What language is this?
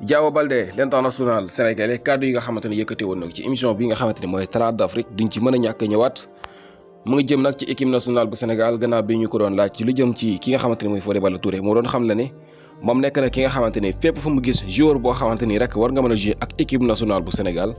Wolof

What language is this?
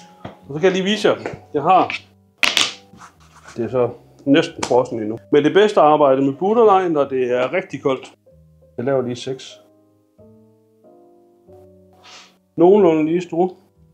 Danish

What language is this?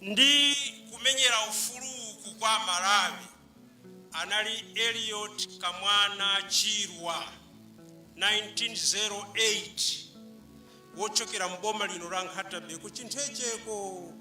Nyanja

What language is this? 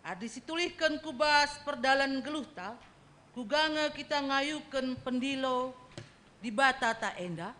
Batak Karo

